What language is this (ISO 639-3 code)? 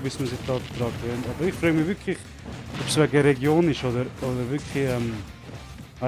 gsw